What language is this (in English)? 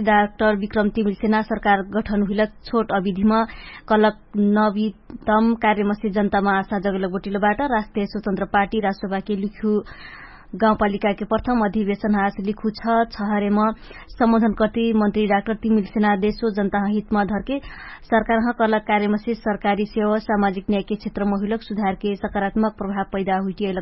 Dangaura Tharu